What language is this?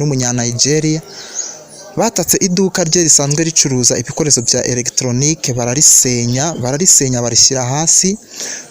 Kinyarwanda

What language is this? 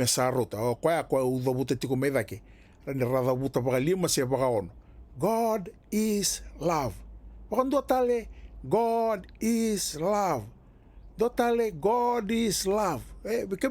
Fijian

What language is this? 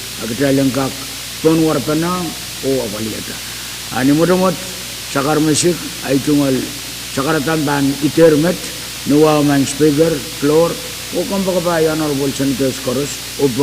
Pohnpeian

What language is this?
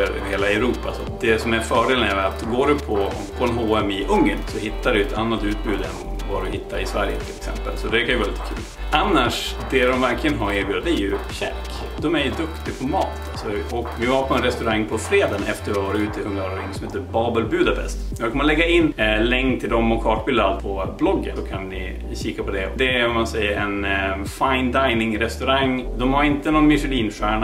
Swedish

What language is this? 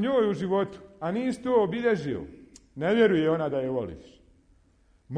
Bosnian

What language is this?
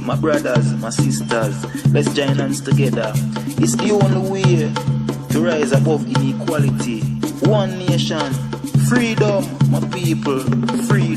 Jamaican Creole English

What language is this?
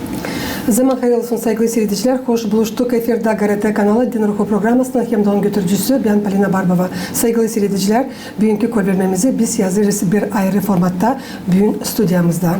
Gagauz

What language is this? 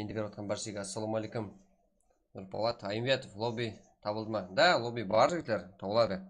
Kara-Kalpak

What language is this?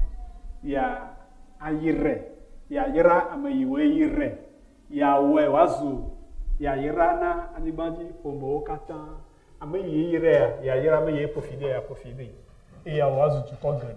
Ewe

